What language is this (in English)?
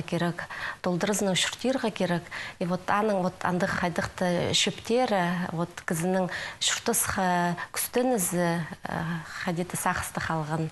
Khakas